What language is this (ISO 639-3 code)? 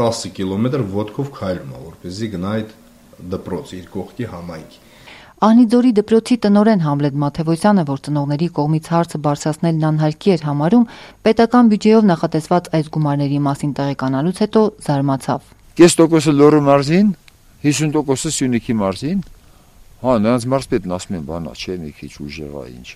hye